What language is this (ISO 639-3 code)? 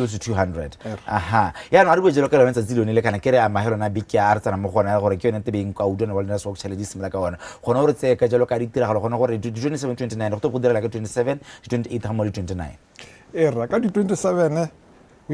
tsn